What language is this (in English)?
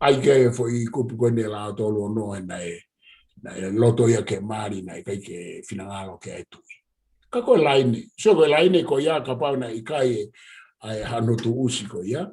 Tongan